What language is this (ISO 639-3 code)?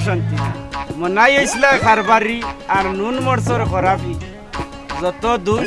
syl